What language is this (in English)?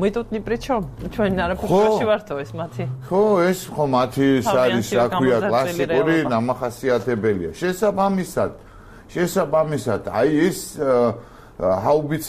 Georgian